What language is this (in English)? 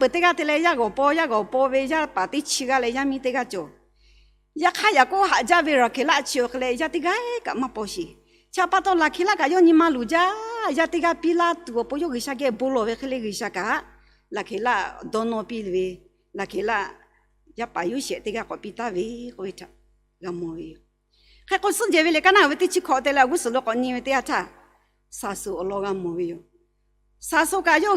Lahu